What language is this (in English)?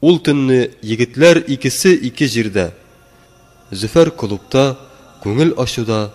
Tatar